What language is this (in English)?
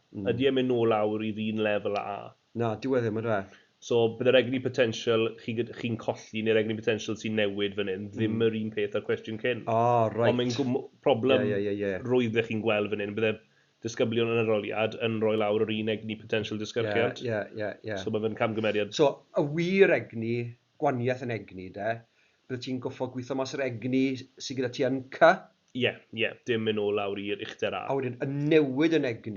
Welsh